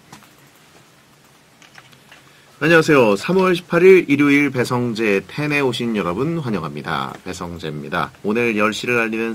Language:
Korean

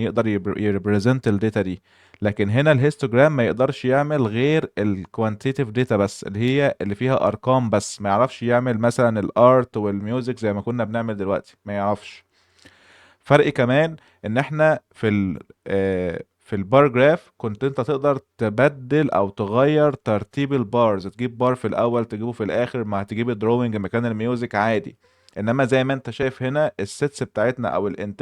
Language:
Egyptian Arabic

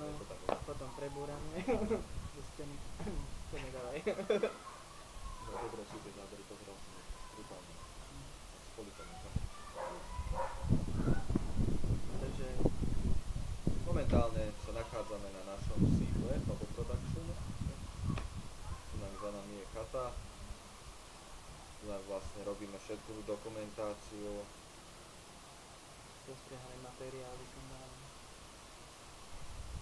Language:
Slovak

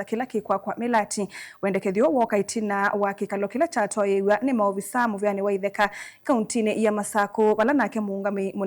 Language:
Kamba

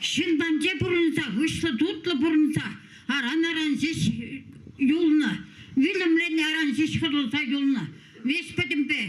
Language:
Chuvash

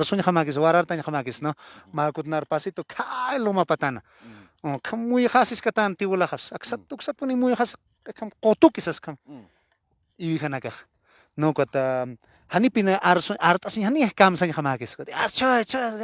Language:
Aymara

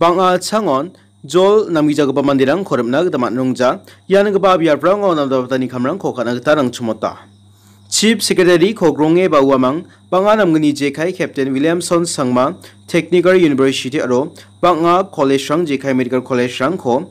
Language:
Garo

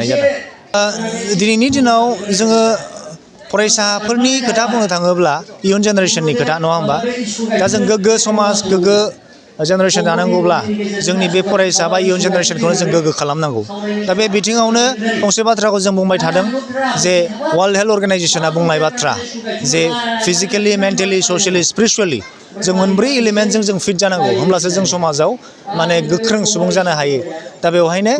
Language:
Bodo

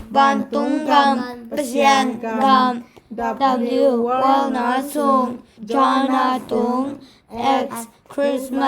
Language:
Tedim Chin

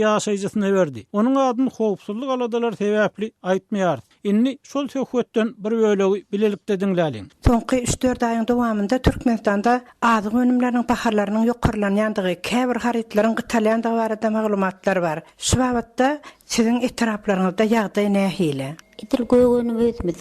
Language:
Turkmen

